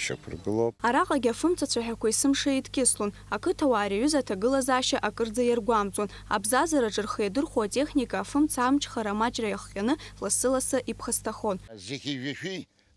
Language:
Abkhazian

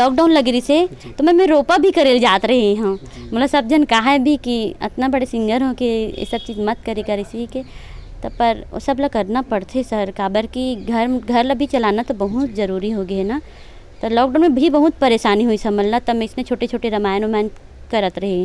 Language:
Chhattisgarhi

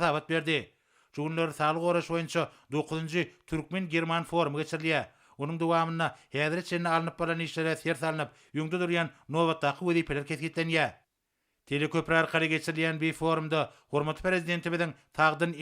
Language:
Turkmen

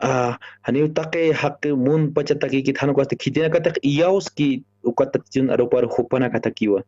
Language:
Aymara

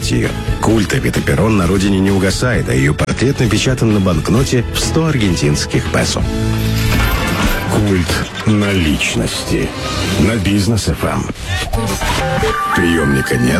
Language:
Russian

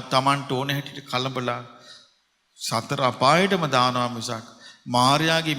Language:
Sinhala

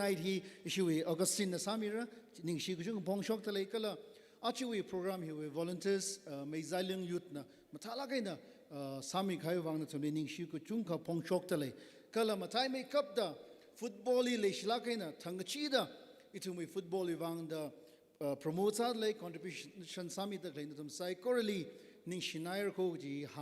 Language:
Tangkhul Naga (India)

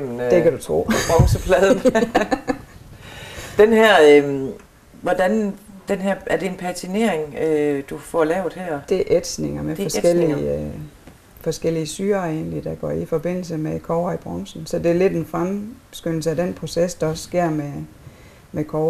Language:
Danish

